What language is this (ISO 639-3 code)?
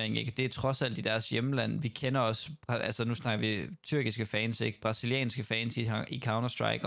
dan